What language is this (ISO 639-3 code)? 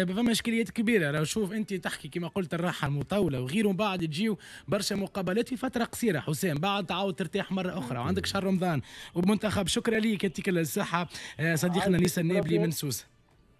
aeb